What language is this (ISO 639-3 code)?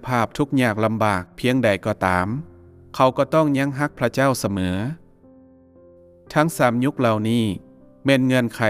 lao